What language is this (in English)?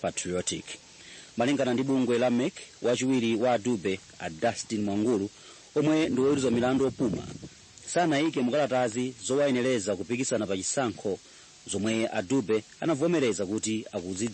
Nyanja